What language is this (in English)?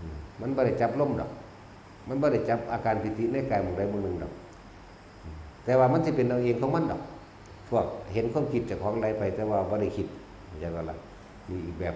Northeastern Thai